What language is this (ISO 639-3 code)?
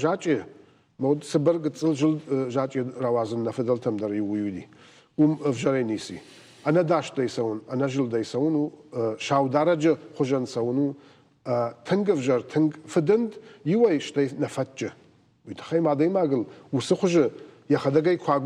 oss